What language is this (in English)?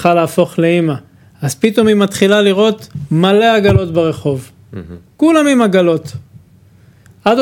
Hebrew